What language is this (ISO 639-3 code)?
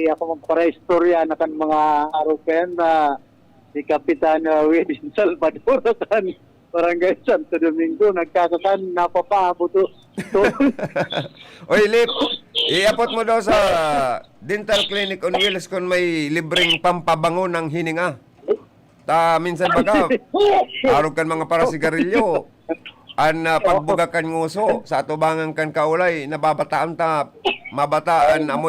bik